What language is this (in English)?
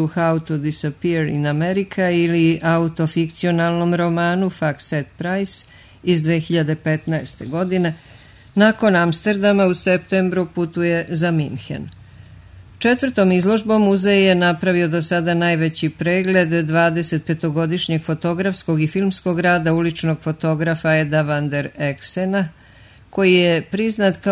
Serbian